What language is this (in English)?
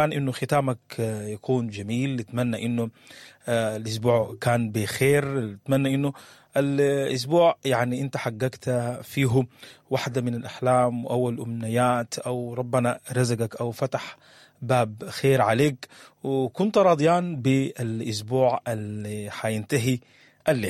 Sudanese Arabic